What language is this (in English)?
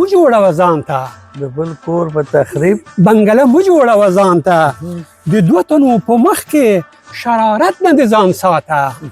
Pashto